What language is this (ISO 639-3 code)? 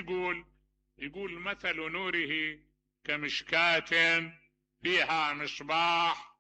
acm